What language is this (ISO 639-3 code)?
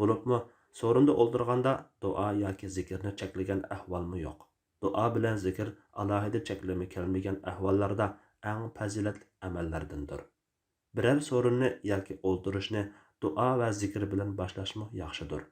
uig